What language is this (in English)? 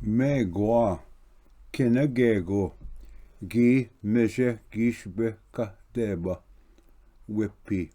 Ojibwa